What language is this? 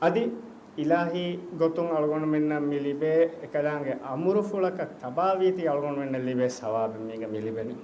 Divehi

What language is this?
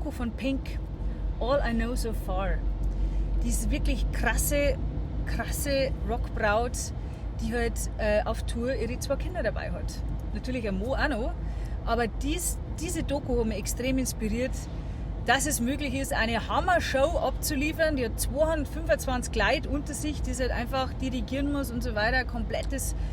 Bavarian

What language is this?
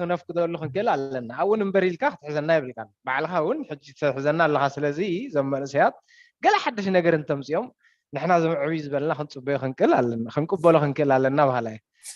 Tigrinya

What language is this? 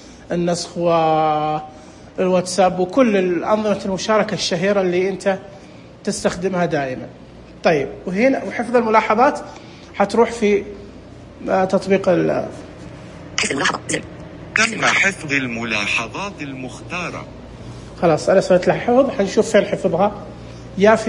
Najdi Arabic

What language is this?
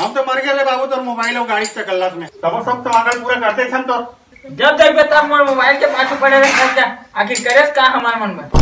Chhattisgarhi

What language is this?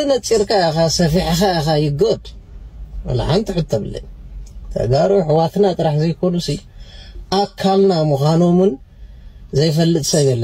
Tigrinya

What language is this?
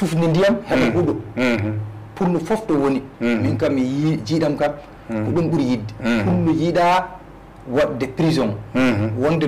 Fula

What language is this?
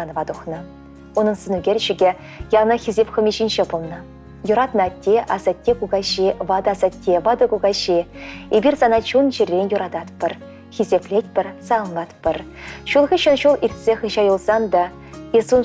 Chuvash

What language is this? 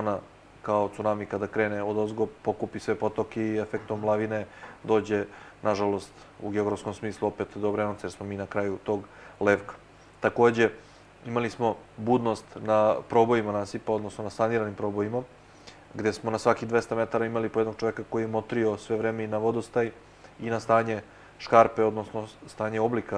Serbian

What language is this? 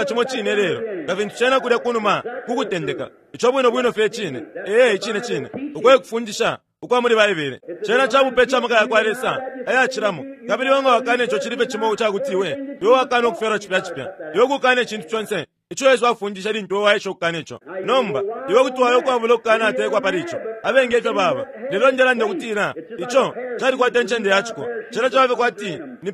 Bemba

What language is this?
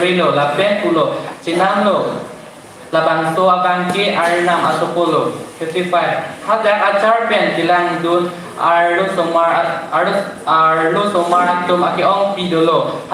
Karbi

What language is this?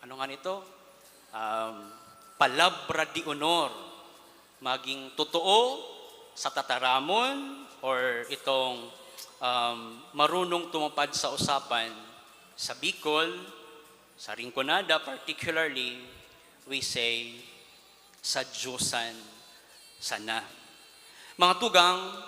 Bikol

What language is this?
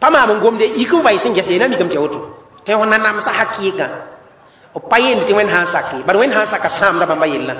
Mossi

